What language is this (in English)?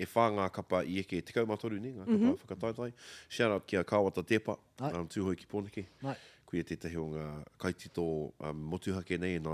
Māori